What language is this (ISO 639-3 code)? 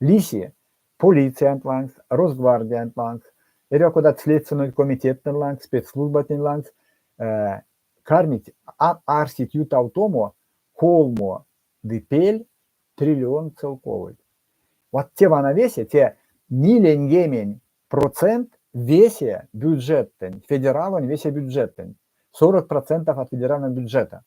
myv